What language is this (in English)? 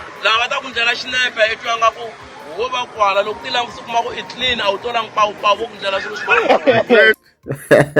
Tsonga